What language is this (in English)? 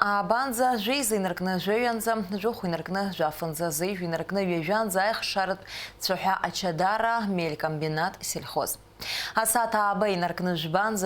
Abkhazian